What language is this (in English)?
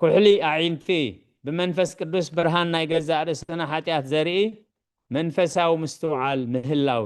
Tigrinya